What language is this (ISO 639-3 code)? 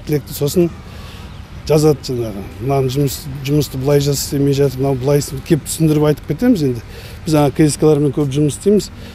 kaz